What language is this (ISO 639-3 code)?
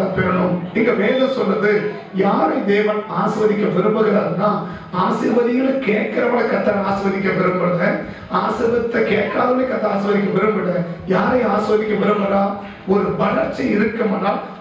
tam